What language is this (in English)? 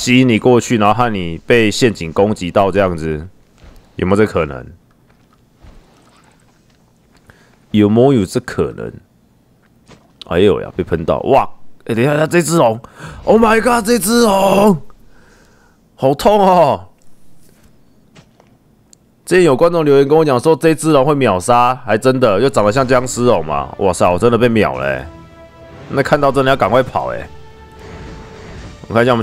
Chinese